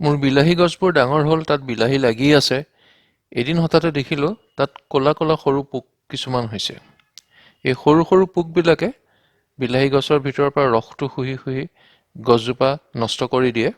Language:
Assamese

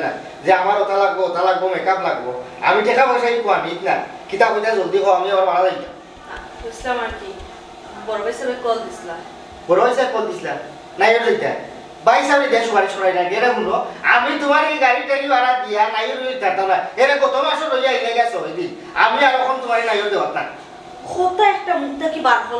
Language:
Sylheti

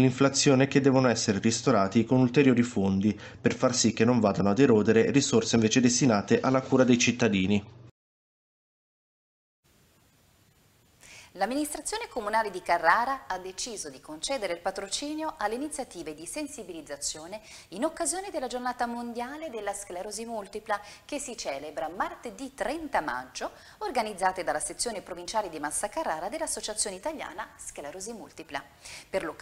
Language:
Italian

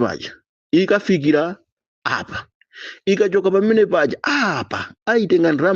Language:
Nyanja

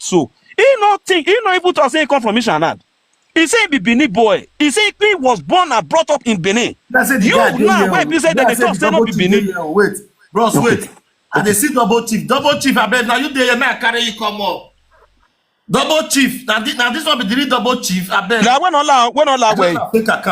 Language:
Nigerian Pidgin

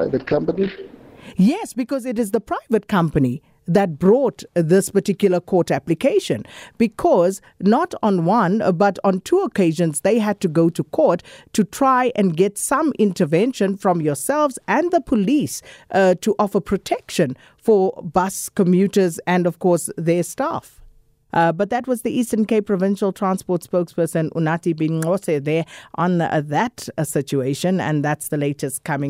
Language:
English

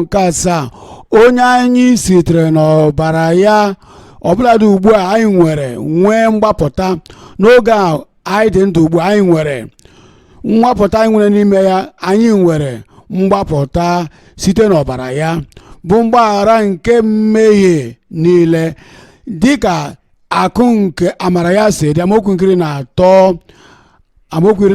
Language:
Igbo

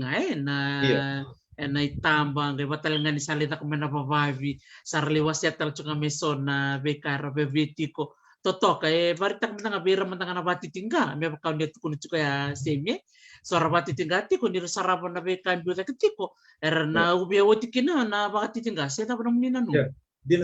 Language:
Fijian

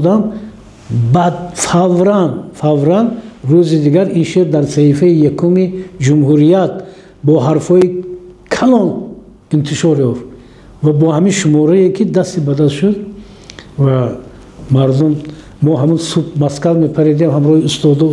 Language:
Tajik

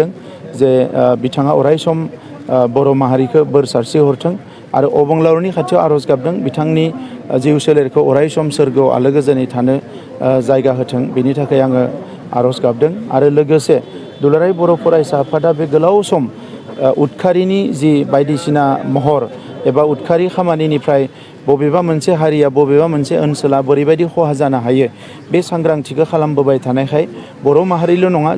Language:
Bodo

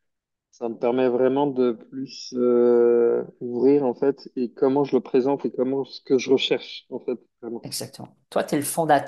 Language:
French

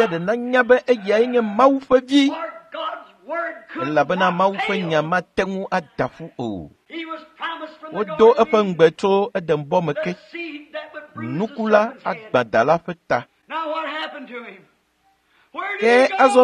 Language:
Ewe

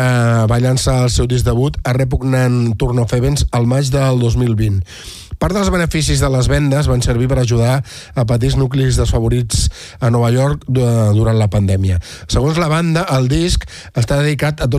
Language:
Catalan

